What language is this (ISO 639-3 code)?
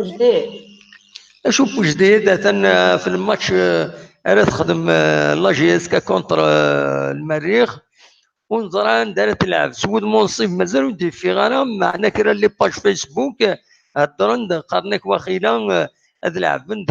kab